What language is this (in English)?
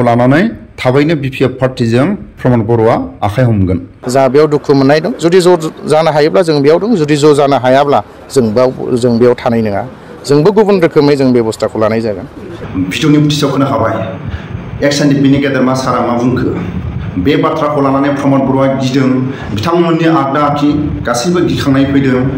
Bodo